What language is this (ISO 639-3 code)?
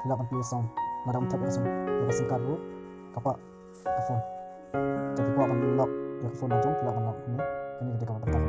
kha